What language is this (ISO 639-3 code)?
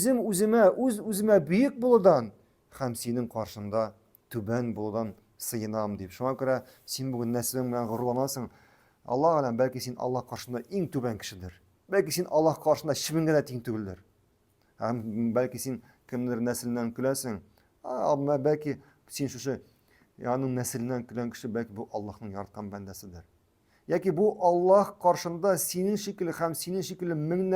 tat